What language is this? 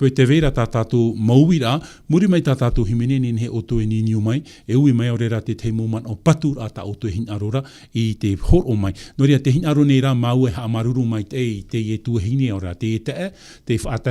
Tahitian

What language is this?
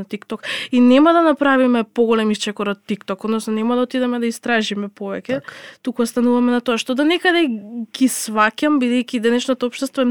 Macedonian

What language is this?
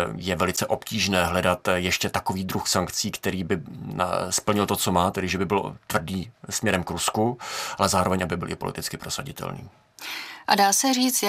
Czech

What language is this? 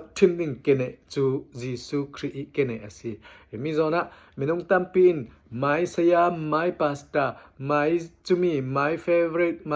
Falam Chin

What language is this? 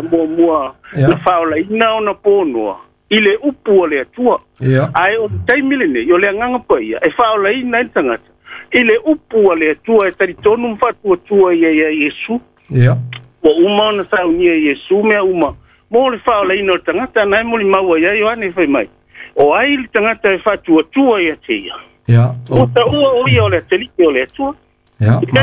Samoan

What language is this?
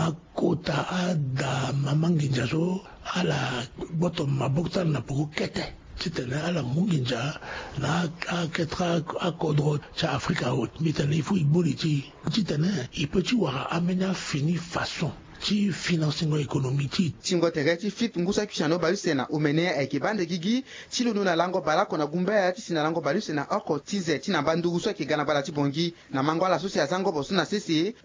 Sango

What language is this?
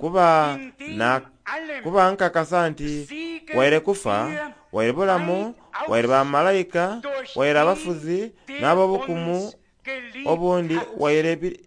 Soga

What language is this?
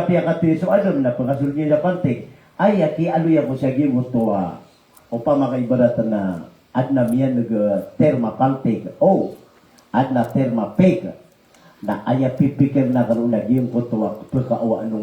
Maranao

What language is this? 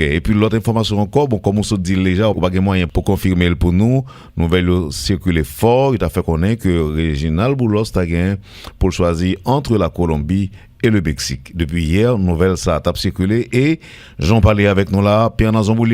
Haitian Creole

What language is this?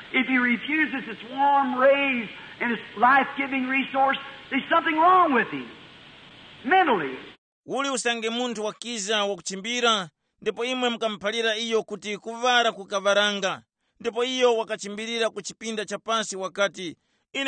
Tumbuka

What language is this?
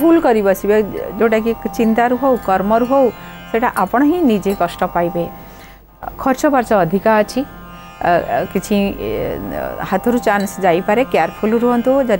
Odia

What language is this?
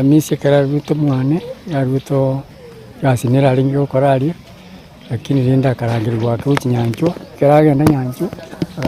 Gusii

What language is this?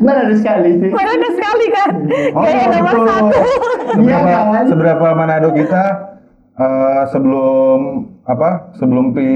Manado Malay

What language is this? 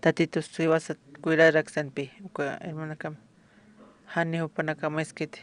Aymara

